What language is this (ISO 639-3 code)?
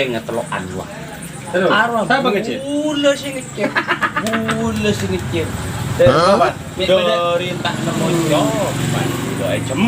mad